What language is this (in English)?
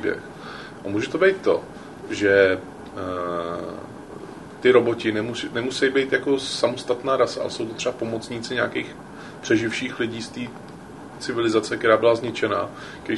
Czech